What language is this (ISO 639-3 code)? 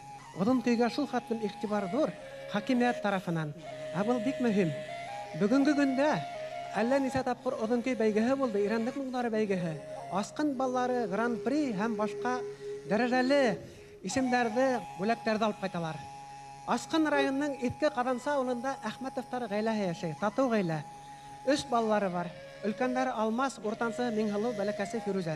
bak